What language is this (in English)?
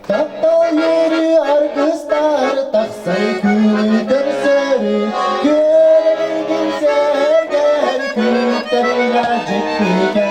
Yakut